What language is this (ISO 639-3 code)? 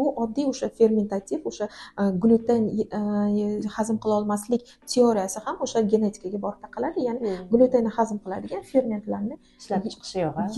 uzb